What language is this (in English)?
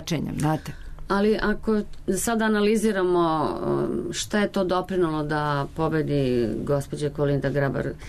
Serbian